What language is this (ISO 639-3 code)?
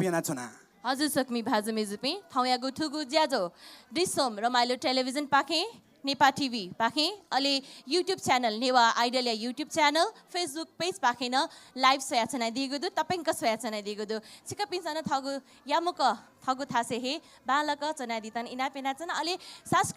new